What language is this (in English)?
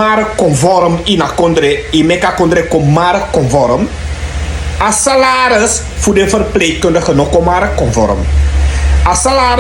Sranan Tongo